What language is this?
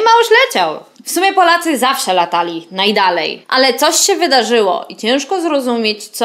Polish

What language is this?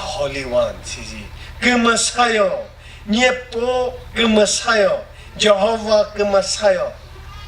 Chokri Naga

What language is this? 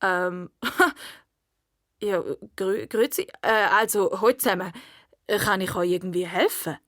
Swiss German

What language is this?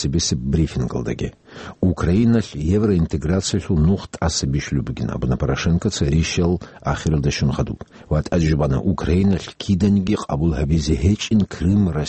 Avaric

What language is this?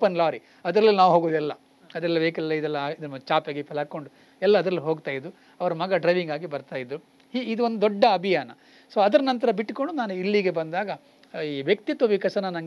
Kannada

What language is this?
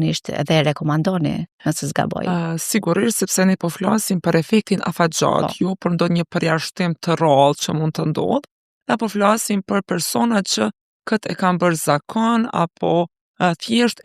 Albanian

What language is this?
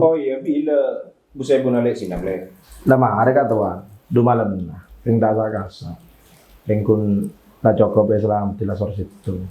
Madurese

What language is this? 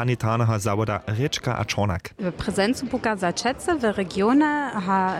Upper Sorbian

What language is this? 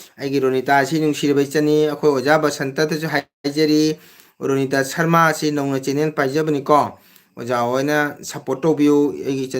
Manipuri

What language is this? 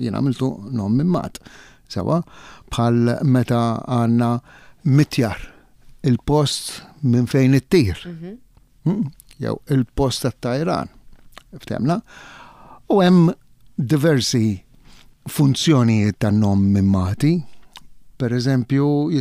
Maltese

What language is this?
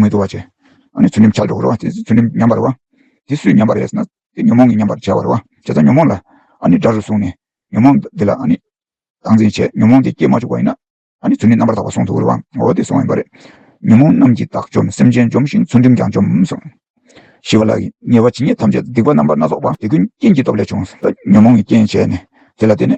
Tibetan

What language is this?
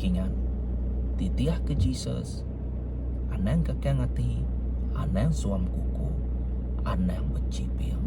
Iban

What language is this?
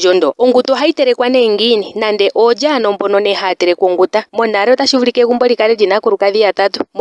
Ndonga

